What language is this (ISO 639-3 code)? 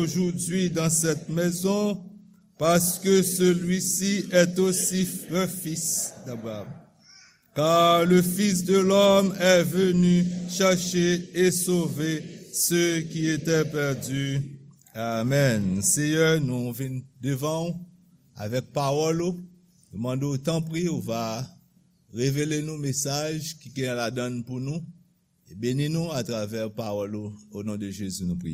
hat